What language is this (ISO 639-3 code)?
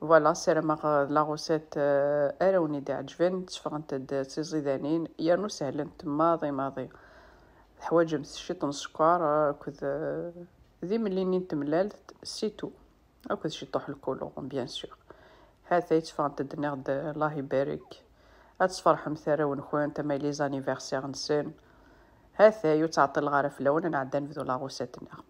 kab